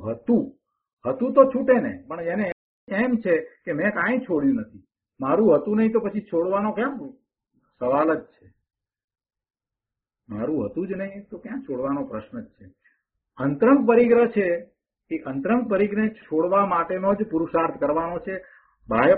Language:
Gujarati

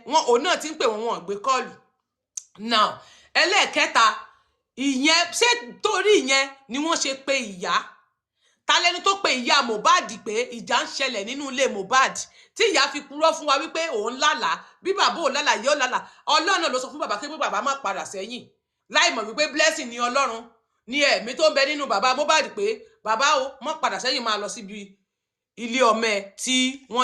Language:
Yoruba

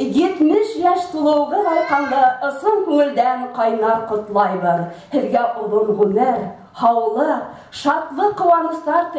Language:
Bashkir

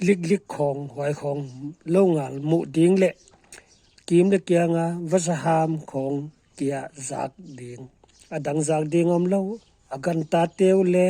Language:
Paite Chin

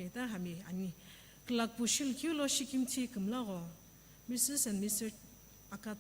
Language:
Sumi Naga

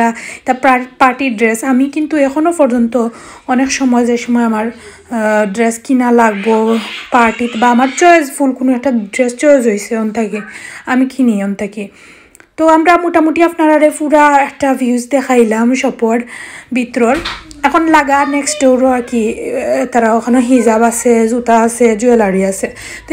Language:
Sylheti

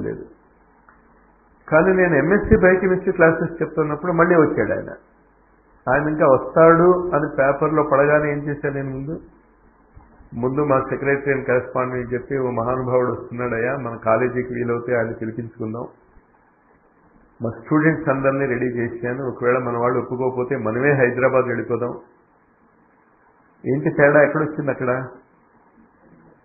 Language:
Telugu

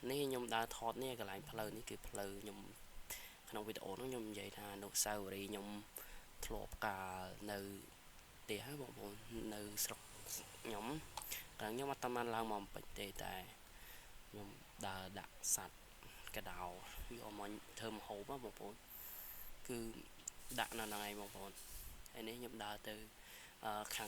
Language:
Khmer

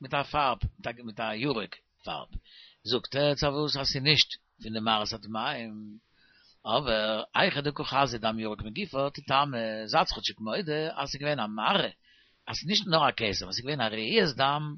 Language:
Yiddish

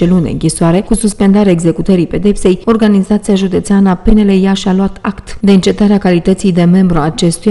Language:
Romanian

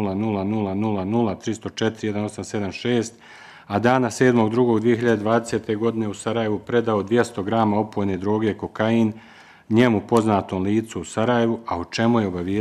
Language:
Bosnian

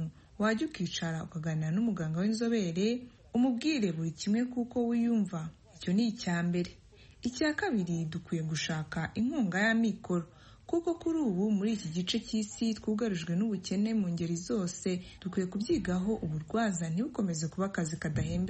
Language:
Kinyarwanda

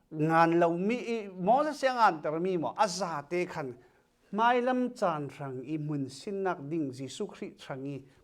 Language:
Falam Chin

